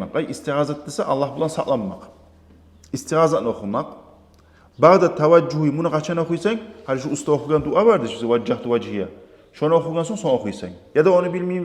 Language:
Kumyk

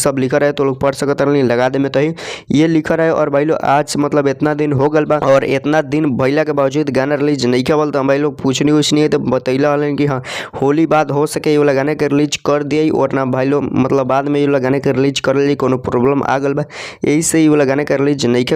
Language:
Bhojpuri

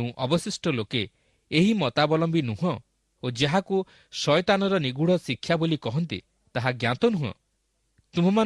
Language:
Odia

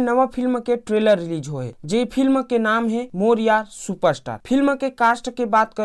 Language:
Chhattisgarhi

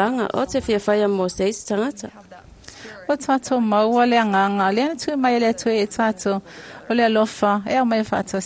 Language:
Samoan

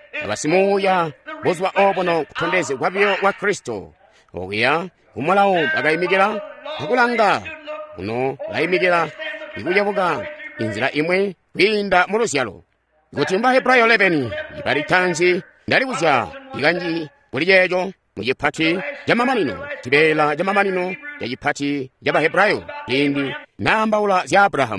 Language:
Tonga (Zambia)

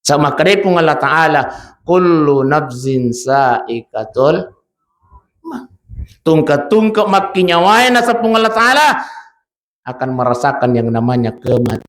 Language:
Buginese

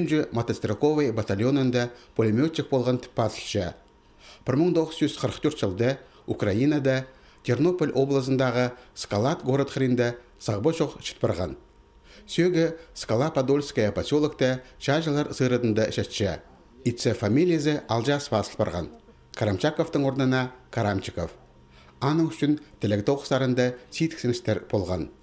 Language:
Khakas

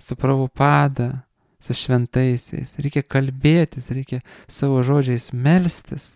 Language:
Lithuanian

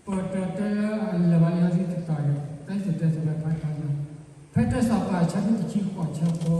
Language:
S'gaw Karen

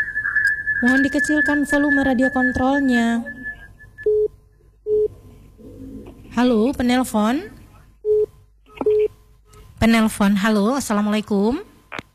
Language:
Indonesian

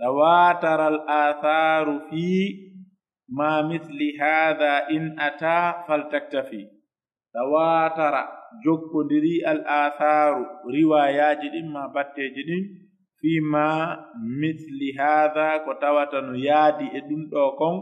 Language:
Pular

